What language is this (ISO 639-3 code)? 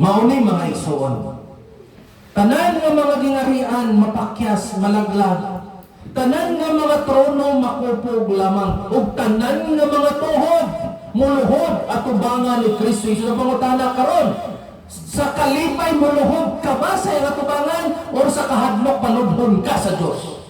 ceb